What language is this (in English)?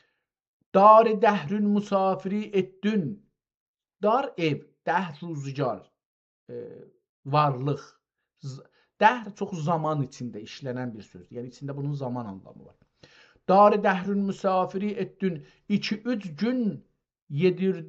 South Azerbaijani